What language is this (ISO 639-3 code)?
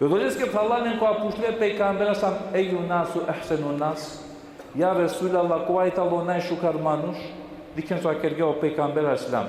rmn